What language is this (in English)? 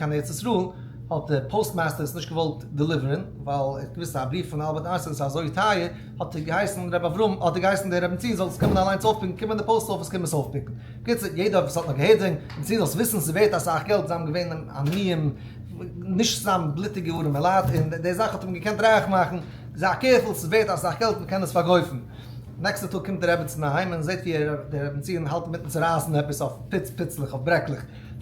Yiddish